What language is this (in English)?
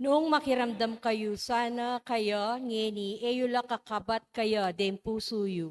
Pampanga